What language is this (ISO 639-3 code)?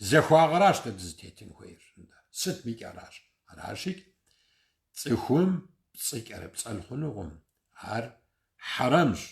kbd